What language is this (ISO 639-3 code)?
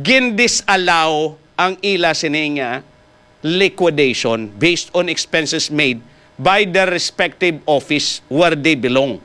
hil